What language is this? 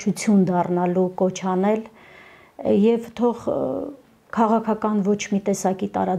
Armenian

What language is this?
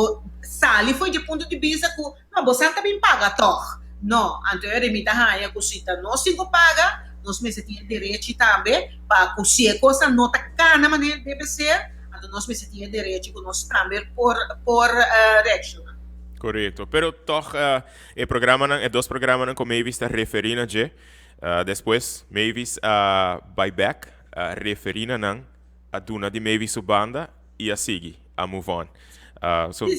Papiamento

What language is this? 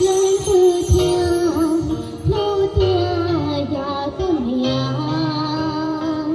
Hmong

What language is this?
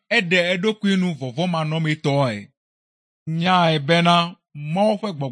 Ewe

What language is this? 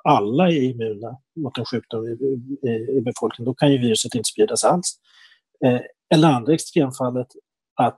Swedish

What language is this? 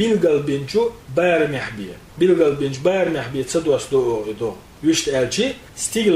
Chechen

